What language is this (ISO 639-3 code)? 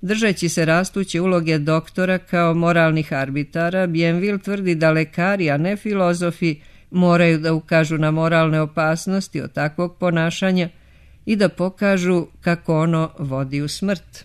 srp